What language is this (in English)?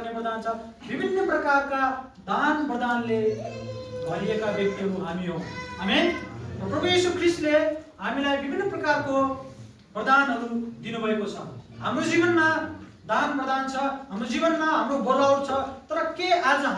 Nepali